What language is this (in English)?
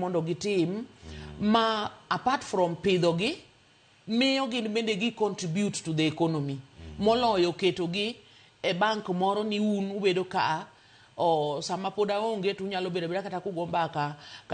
Luo (Kenya and Tanzania)